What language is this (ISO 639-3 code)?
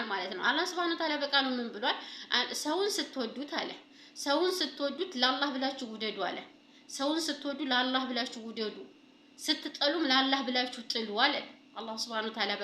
amh